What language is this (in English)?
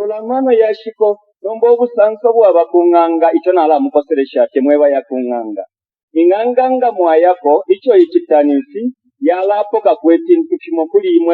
Bemba